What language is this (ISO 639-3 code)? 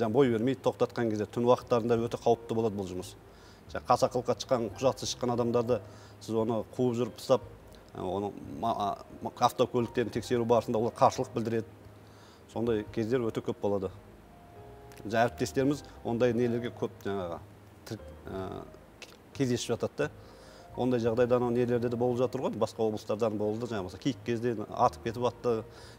kaz